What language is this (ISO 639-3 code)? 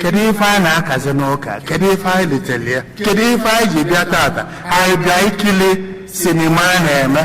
ibo